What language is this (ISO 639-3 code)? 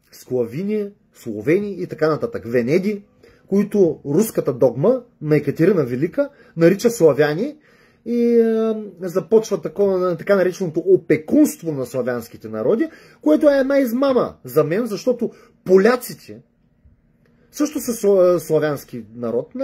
bul